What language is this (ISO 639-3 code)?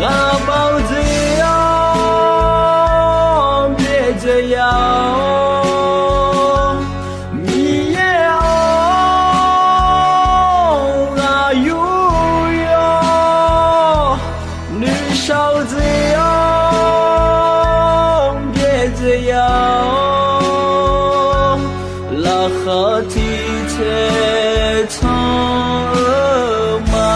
ahk